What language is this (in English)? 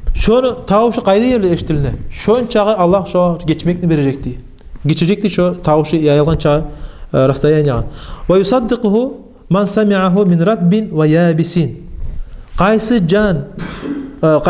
Kumyk